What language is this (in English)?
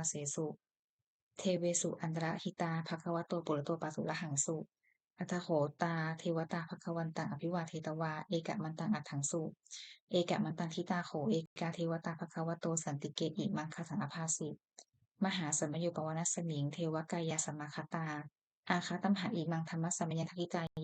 Pali